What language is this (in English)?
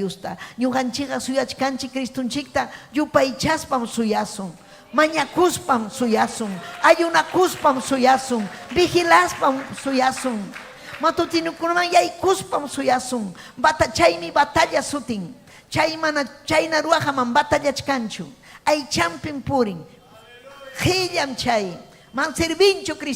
Ayacucho Quechua